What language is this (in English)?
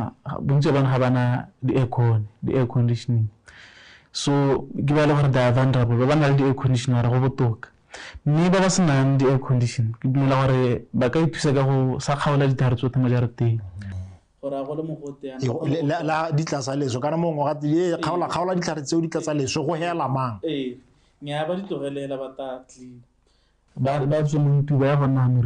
Tswana